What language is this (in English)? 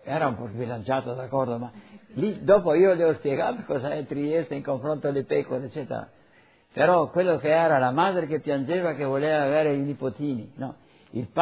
Italian